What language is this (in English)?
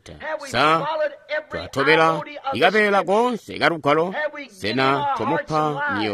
Tonga (Zambia)